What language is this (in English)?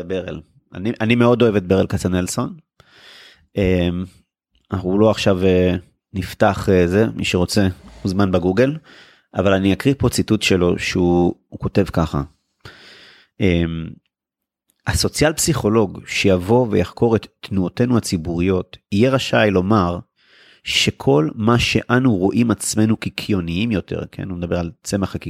Hebrew